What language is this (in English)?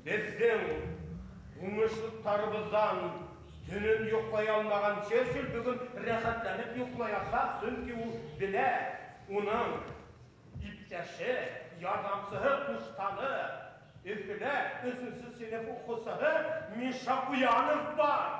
Bashkir